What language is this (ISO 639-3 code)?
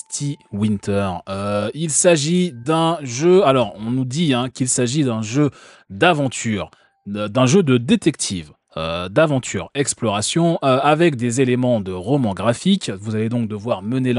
fra